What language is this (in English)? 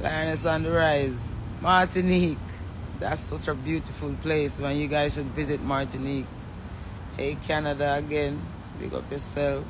Jamaican Creole English